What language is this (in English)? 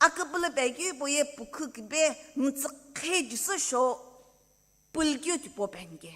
Sumi Naga